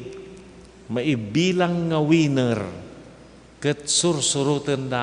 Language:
Iloko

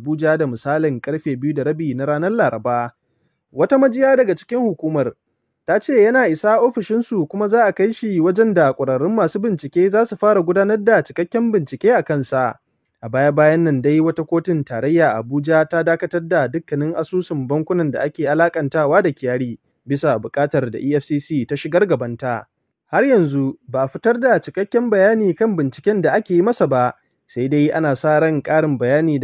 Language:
Hausa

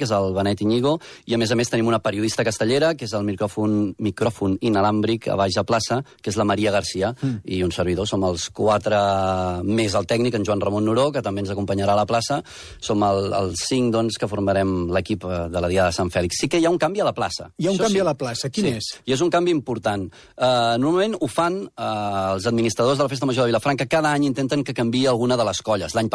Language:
Catalan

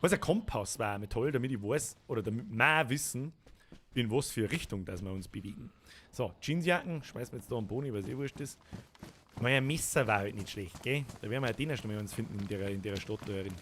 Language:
Bavarian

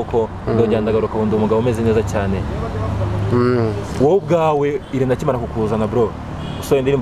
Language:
Kinyarwanda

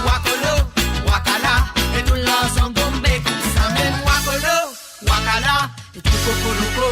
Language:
Morisyen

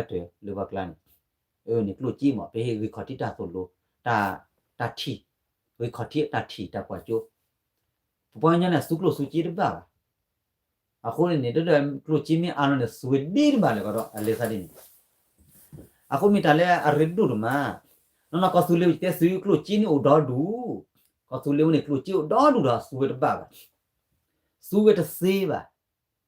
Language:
S'gaw Karen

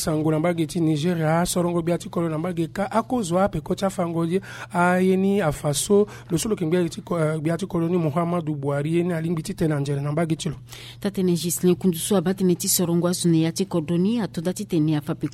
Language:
Sango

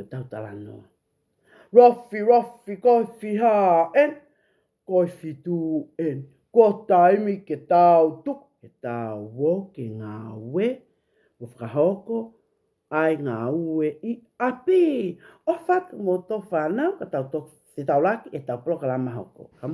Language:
Tongan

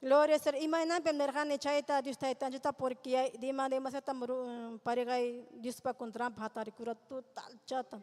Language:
Ayacucho Quechua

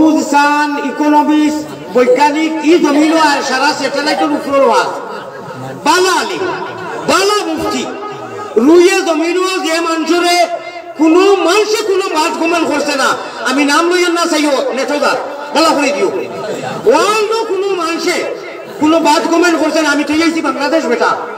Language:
Sylheti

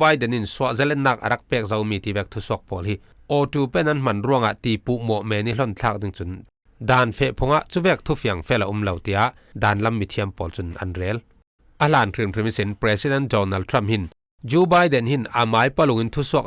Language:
Falam Chin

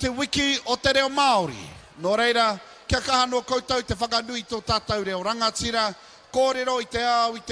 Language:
Māori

